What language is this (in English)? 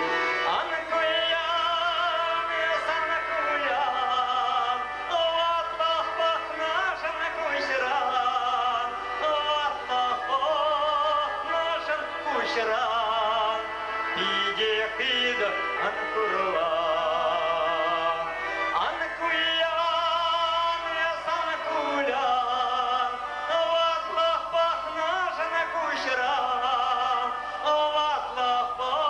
Chuvash